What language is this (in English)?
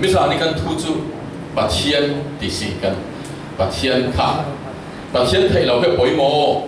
Falam Chin